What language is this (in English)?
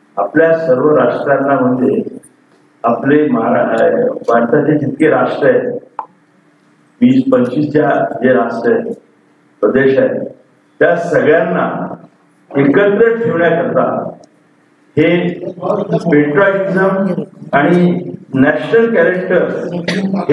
Marathi